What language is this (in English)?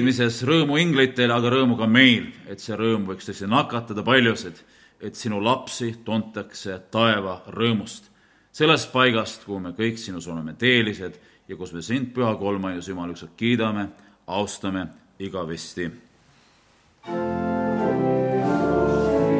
Estonian